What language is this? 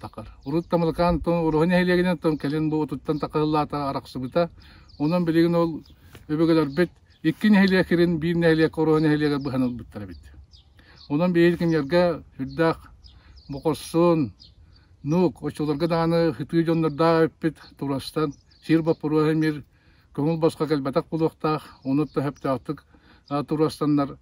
Yakut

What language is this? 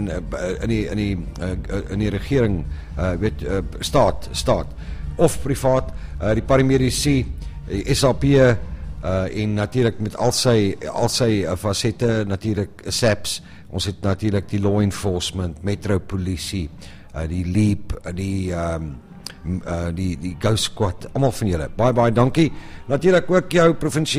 Afrikaans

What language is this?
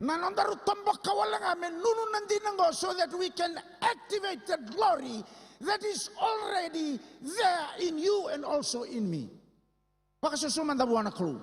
Fijian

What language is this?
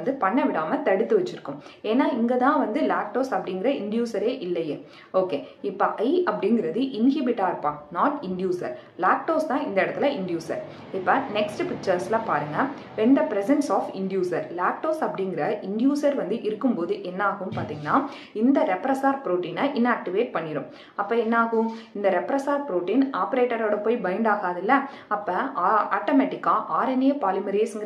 Tamil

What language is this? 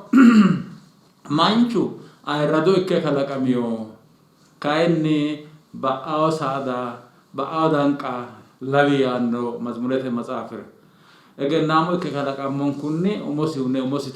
Sidamo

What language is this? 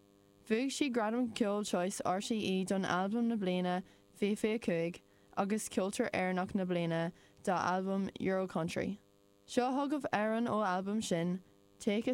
Irish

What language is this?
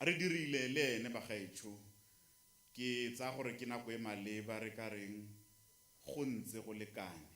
Tswana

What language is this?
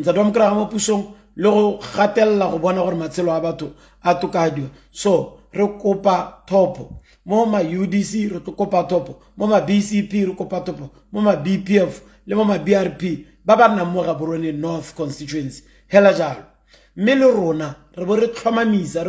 Tswana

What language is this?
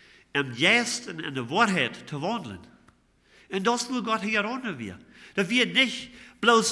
Plautdietsch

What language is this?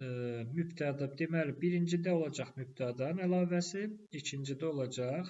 Azerbaijani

